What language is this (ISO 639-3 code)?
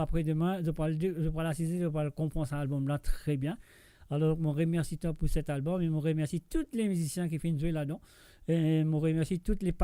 mfe